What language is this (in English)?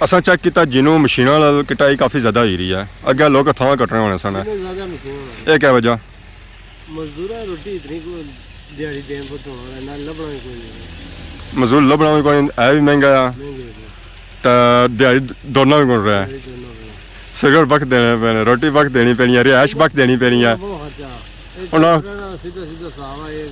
Pahari-Potwari